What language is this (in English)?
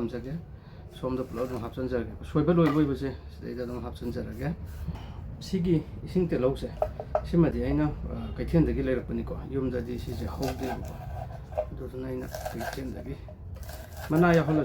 Manipuri